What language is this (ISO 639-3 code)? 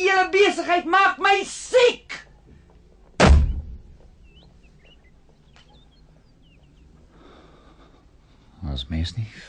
afr